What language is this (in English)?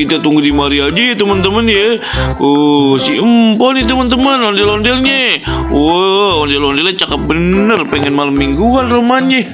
Betawi